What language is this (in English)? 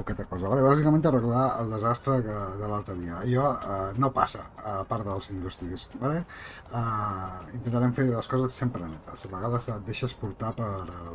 Catalan